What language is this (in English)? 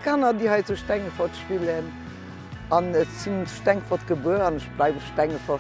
Luxembourgish